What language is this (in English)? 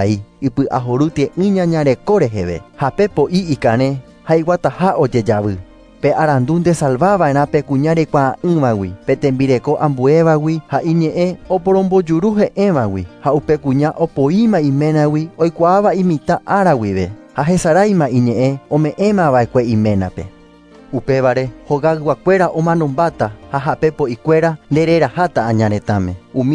Guarani